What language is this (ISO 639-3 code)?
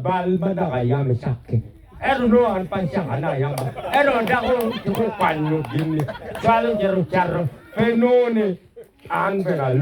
ach